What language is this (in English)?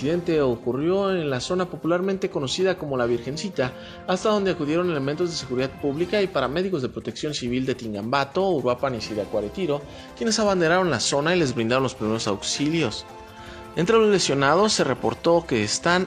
Spanish